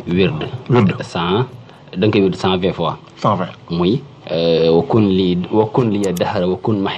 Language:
Wolof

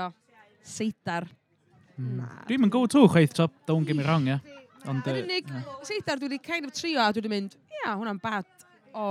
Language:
Welsh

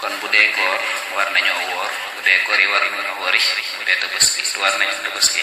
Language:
Wolof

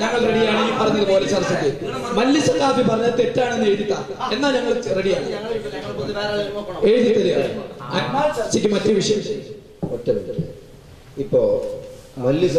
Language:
Malayalam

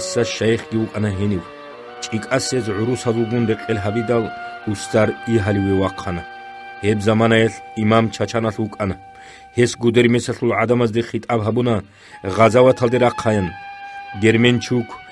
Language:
Avaric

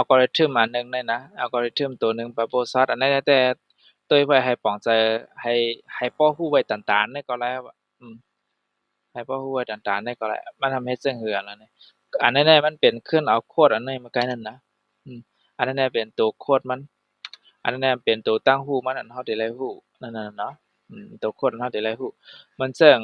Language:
Shan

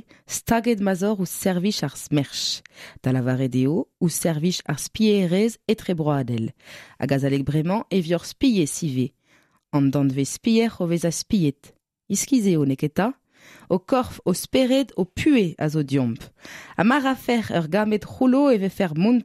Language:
Breton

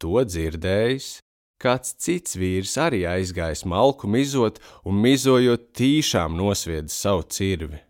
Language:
Latvian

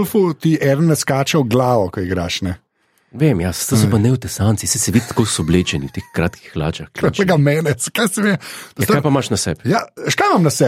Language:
Slovenian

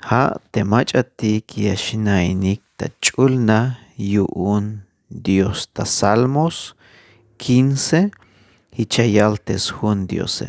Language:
Tzeltal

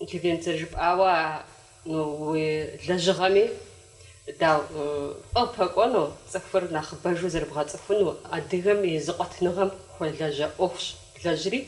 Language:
Kabardian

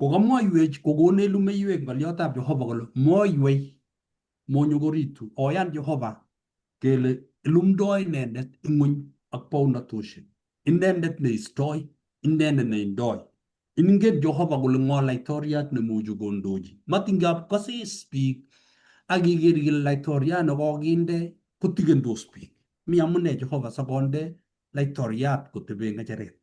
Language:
Kalenjin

